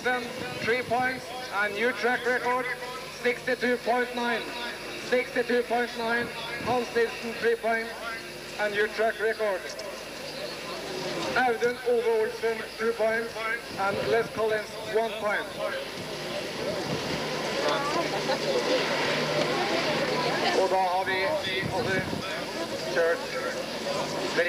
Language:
Norwegian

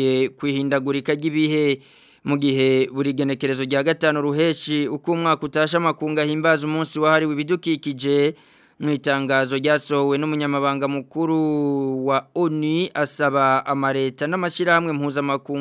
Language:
Rundi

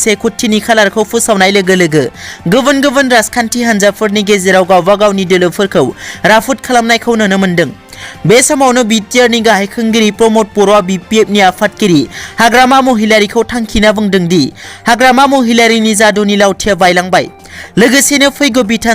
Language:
Bodo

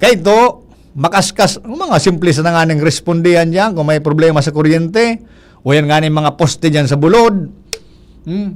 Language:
Bikol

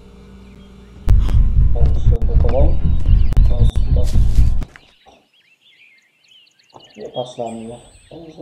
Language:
Polish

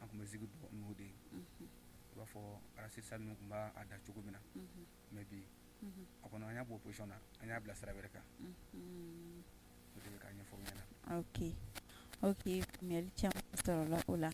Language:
Bambara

